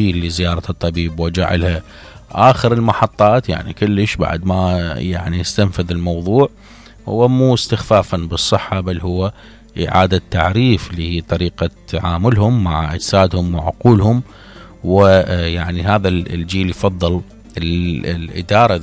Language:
Mesopotamian Arabic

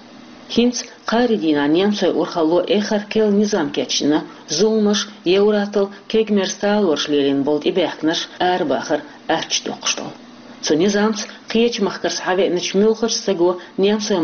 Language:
Chechen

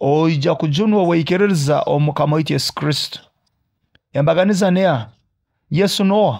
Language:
Nyoro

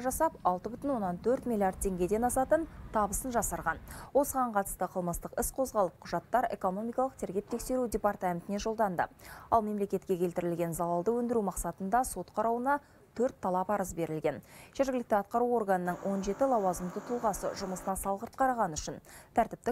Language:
Kazakh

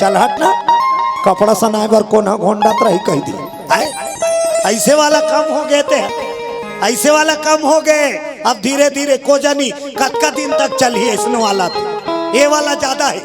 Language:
Chhattisgarhi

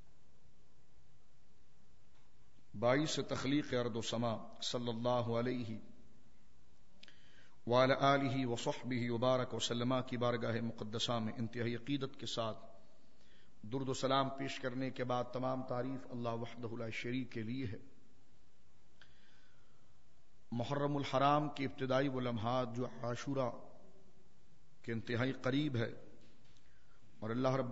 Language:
Urdu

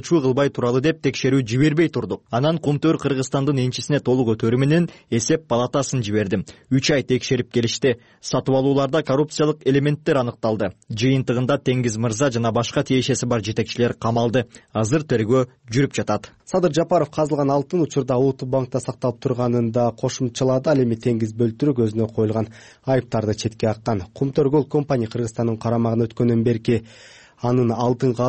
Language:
Kyrgyz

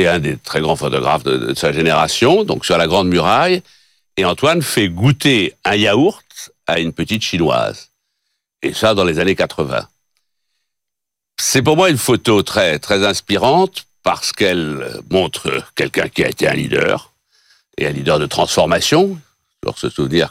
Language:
French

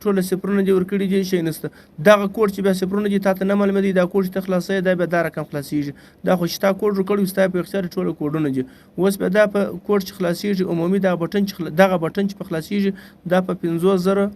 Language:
Pashto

